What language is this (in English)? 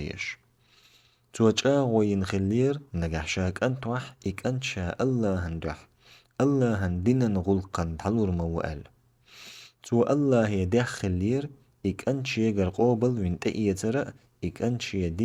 Chechen